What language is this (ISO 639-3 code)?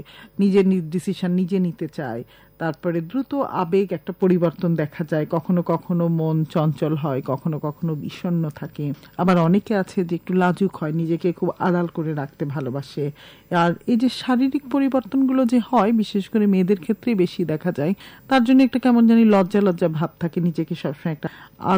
ben